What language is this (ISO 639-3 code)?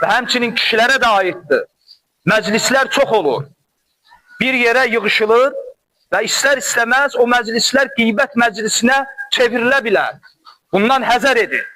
aze